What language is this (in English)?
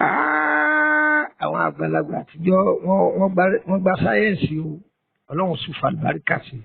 Yoruba